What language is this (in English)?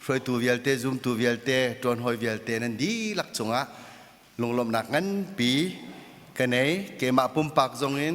Hakha Chin